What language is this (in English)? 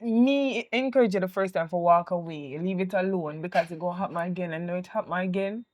Jamaican Creole English